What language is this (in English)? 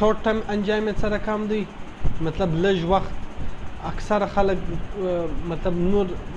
Pashto